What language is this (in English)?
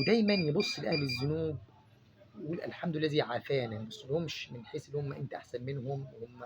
Egyptian Arabic